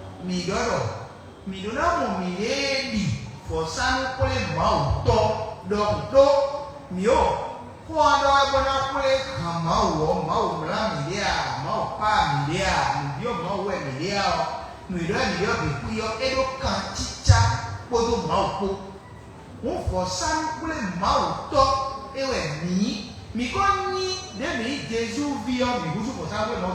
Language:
Fon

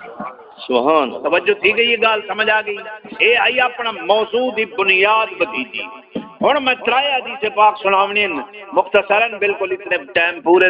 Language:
Saraiki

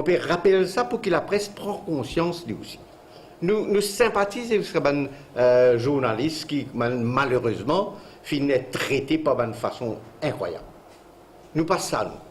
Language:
Morisyen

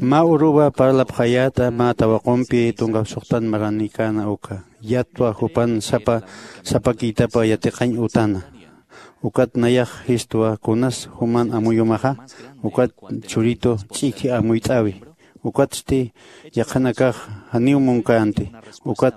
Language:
Aymara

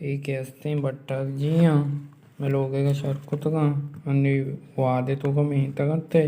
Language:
Baluchi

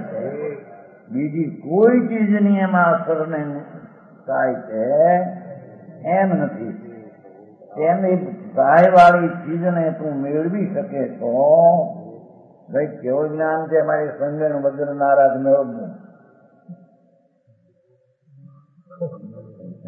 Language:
Gujarati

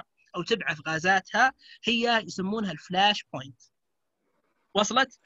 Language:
Arabic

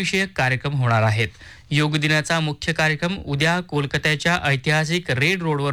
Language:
Marathi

